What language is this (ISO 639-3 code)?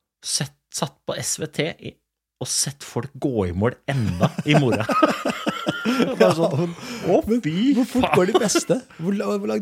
nor